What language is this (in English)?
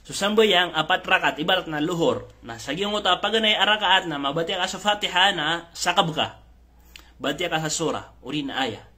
Maranao